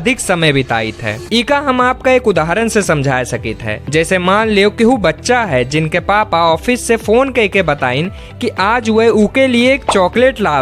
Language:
Awadhi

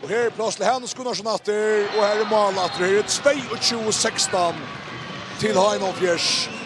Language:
Faroese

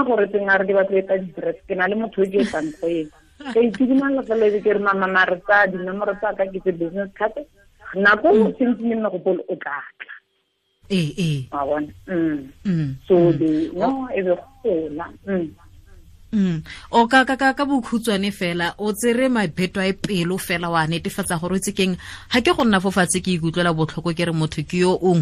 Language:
Tswana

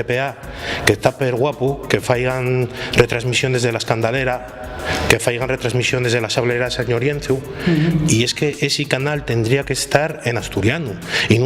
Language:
Asturian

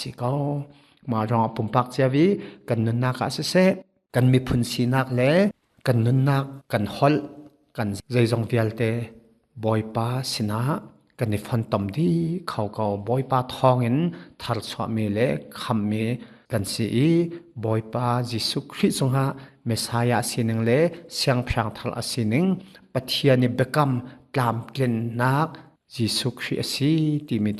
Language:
Hakha Chin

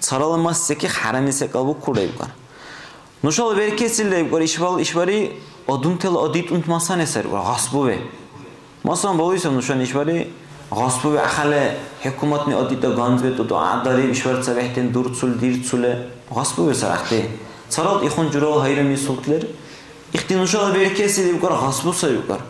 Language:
Dargwa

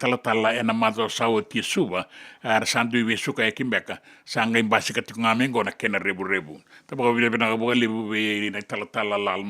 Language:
Fijian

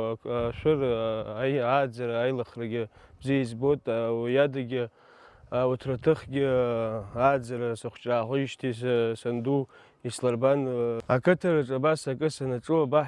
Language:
Abkhazian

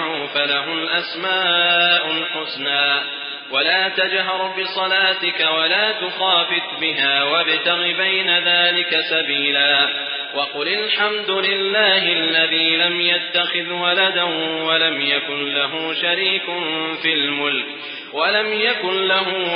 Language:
Arabic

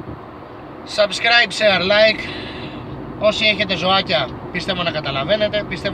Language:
Greek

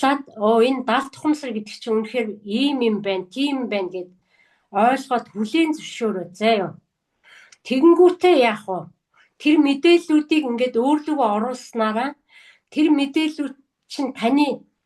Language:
Mongolian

